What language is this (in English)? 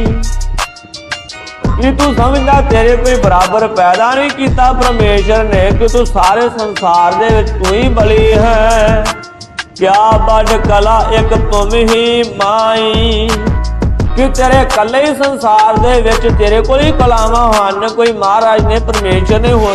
Punjabi